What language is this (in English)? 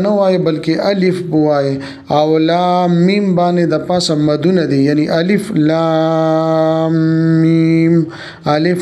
Pashto